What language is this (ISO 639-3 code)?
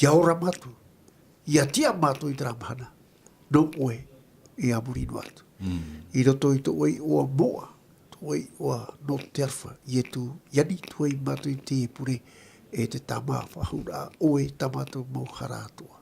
tah